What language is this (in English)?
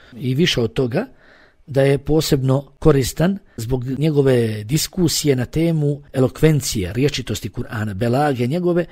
Bosnian